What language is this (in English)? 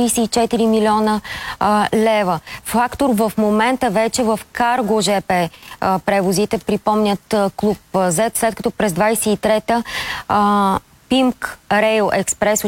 Bulgarian